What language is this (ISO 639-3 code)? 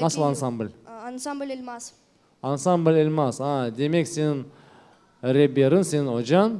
crh